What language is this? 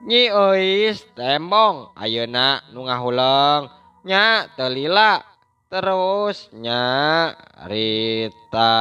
Sundanese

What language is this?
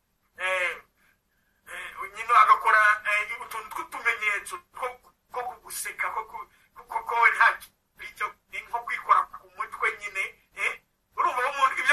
Kinyarwanda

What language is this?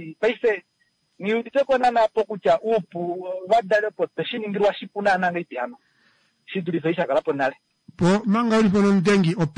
Kuanyama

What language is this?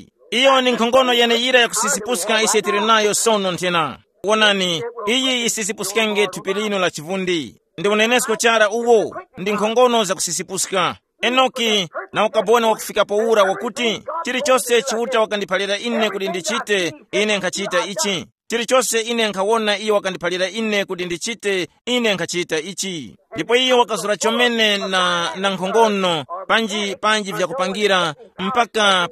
Tumbuka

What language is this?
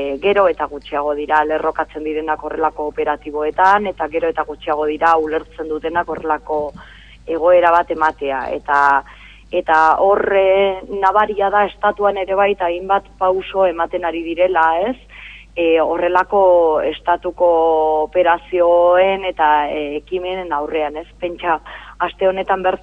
Basque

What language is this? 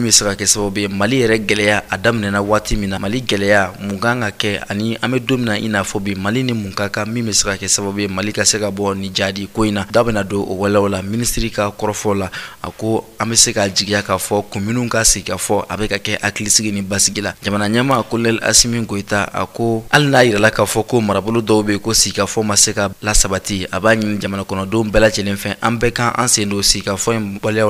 Bambara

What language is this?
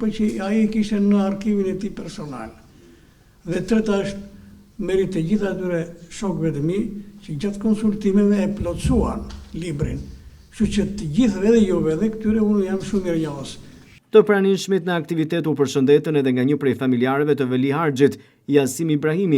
Albanian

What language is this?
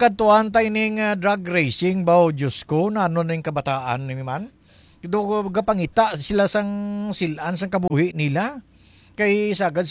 Hiligaynon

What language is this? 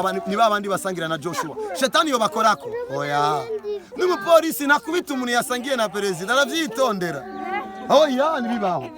Rundi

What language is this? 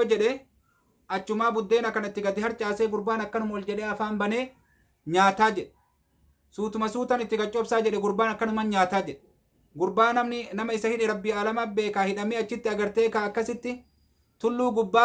Oromo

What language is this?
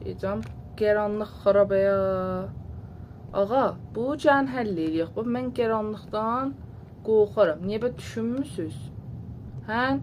South Azerbaijani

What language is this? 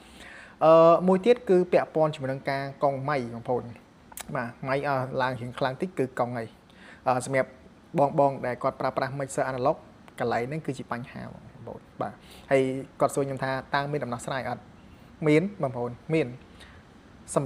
Khmer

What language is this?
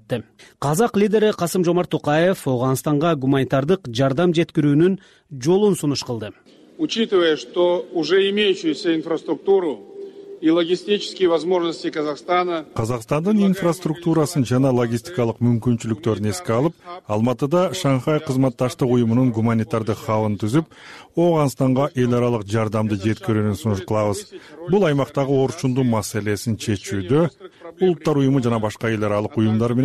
Kyrgyz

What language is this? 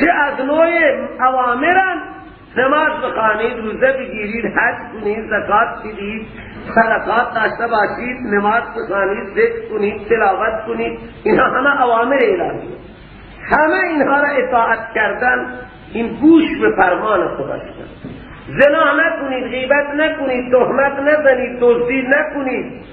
Persian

